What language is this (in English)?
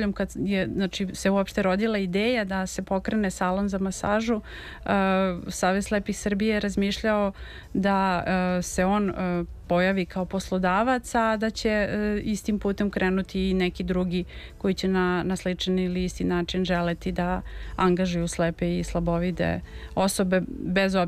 Serbian